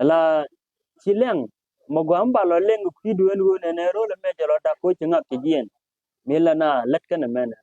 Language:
Nuer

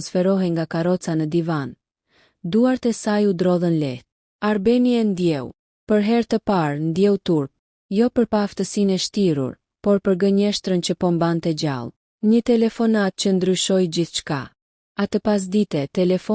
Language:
Albanian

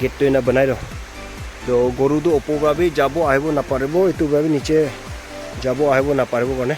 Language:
Naga Pidgin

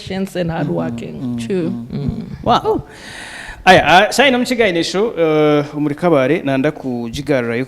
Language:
Nyankole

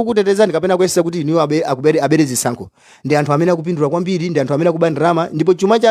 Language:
Nyanja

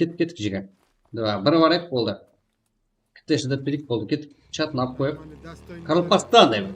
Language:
Kara-Kalpak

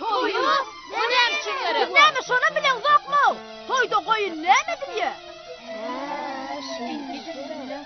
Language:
Turkmen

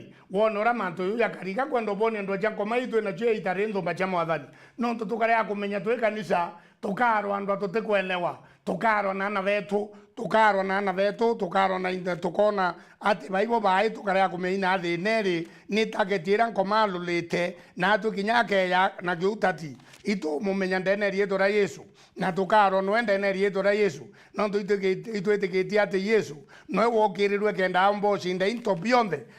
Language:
Meru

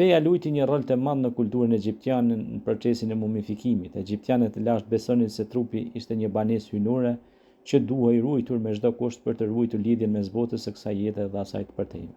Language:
Albanian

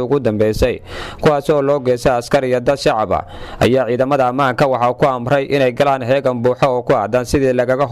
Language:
Somali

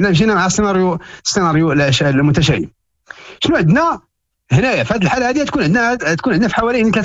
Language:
Moroccan Arabic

